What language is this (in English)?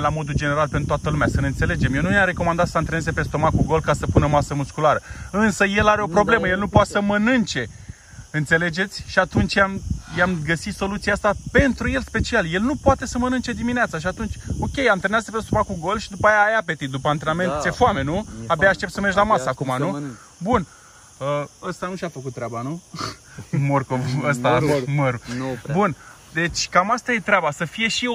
Romanian